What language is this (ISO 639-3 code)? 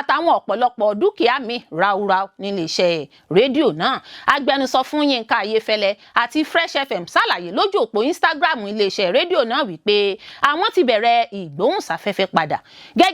yor